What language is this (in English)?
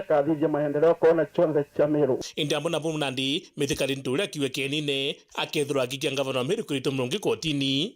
Meru